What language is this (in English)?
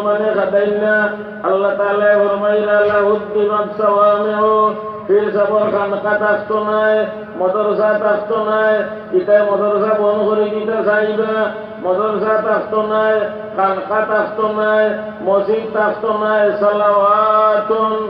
Sylheti